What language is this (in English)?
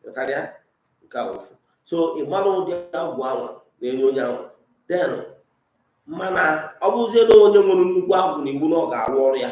Igbo